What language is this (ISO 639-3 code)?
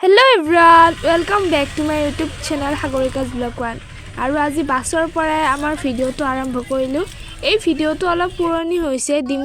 asm